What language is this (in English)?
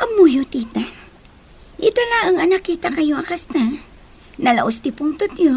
Iloko